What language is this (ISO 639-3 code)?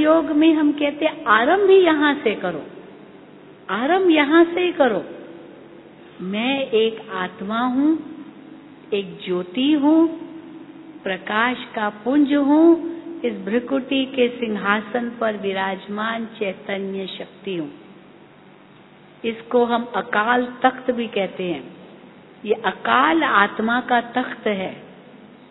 hin